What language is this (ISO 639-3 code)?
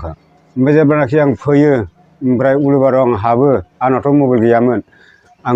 brx